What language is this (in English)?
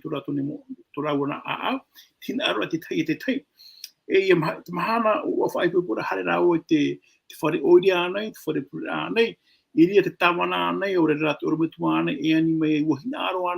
Tahitian